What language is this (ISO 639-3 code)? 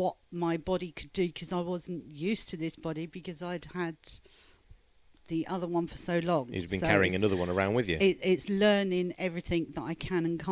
eng